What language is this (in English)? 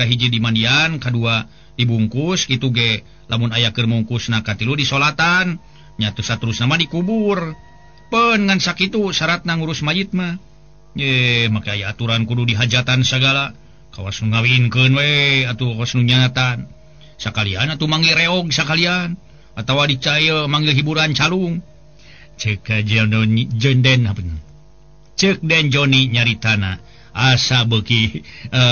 Sundanese